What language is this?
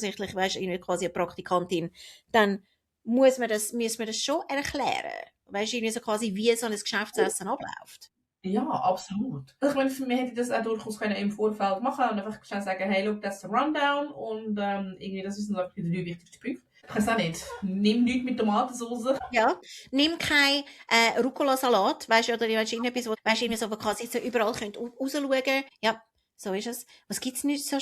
Swiss German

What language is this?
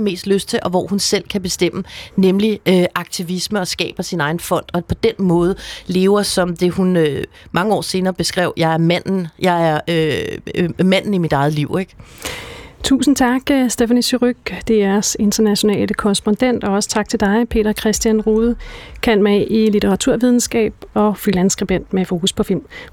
Danish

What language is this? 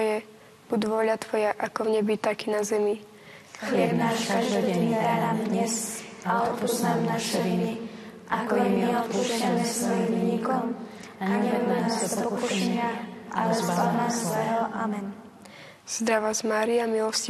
Slovak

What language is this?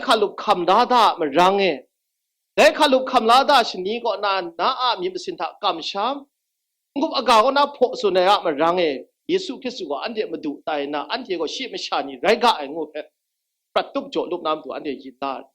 Kachin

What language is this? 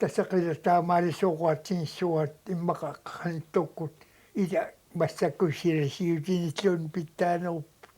Kalaallisut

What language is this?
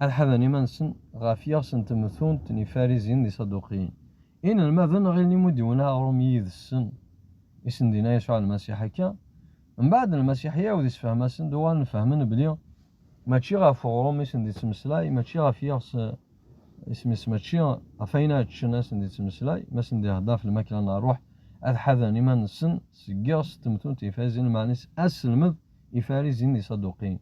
Kabyle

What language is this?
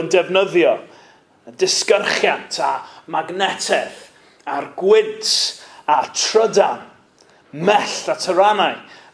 Welsh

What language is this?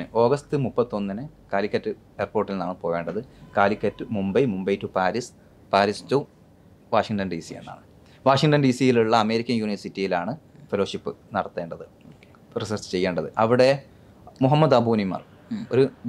Malayalam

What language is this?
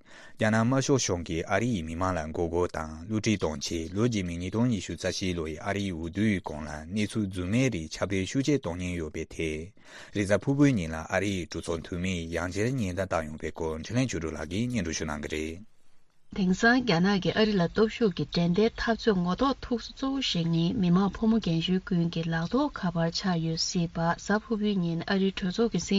Tibetan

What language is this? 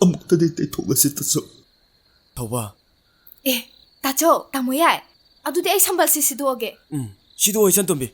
Manipuri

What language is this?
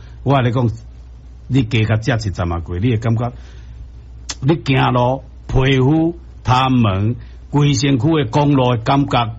Min Nan Chinese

